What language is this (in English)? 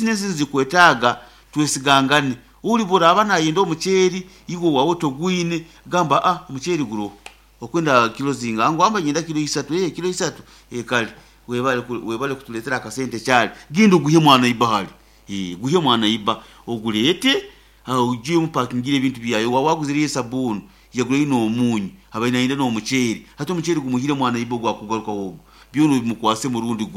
Nyoro